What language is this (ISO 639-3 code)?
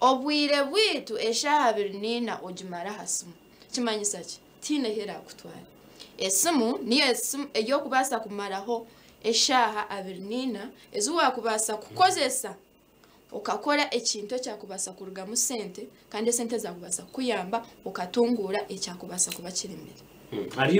nyn